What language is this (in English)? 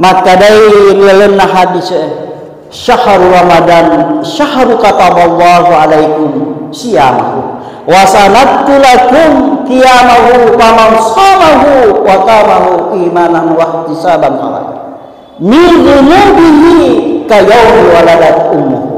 Buginese